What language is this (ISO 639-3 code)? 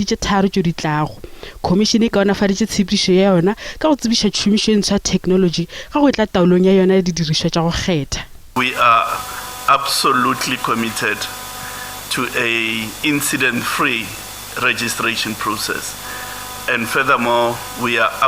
nso